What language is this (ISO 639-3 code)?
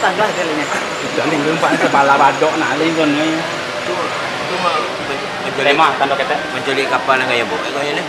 min